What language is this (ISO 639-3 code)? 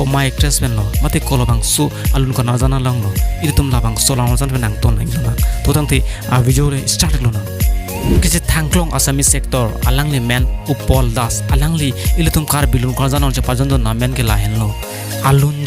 mjw